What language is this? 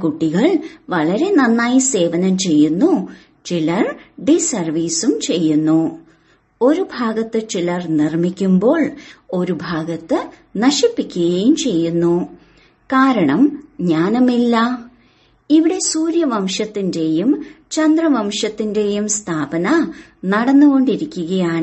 Malayalam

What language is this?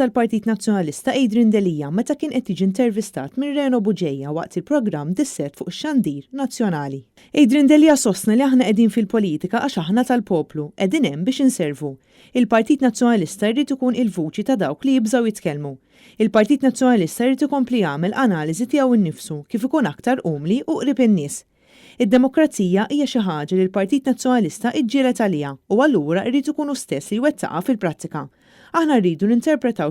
Maltese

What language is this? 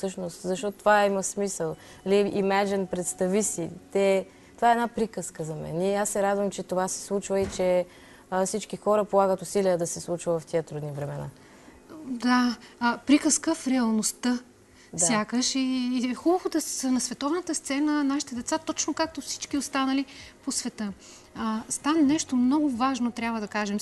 Bulgarian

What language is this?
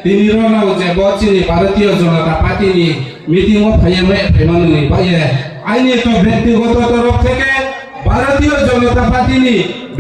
Riang (India)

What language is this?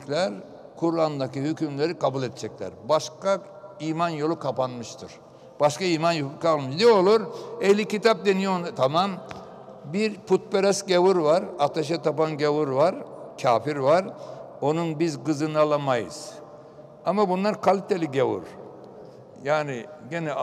Turkish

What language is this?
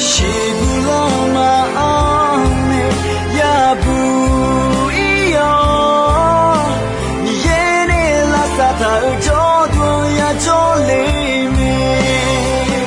Akha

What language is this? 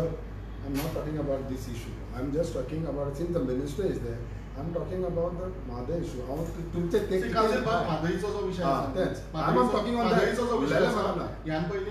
Konkani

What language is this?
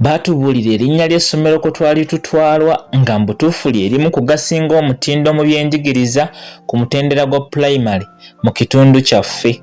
Ganda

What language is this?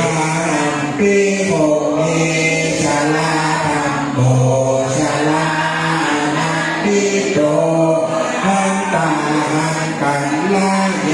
Pali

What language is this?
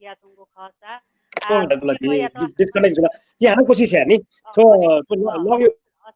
Newari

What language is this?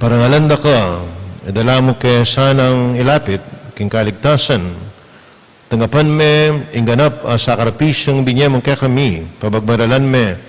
Pampanga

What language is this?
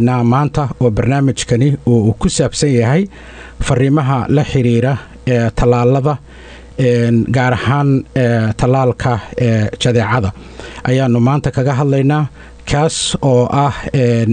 Somali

